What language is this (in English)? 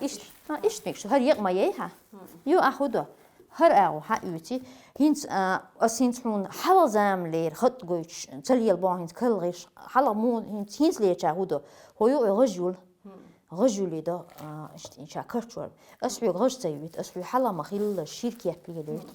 Chechen